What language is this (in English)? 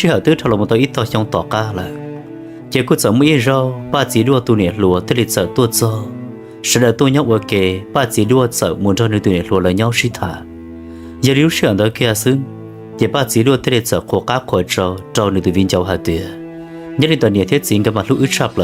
Hmong